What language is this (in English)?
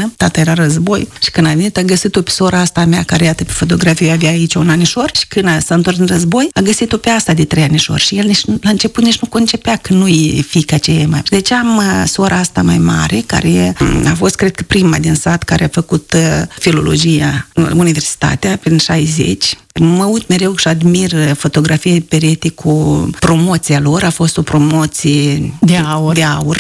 Romanian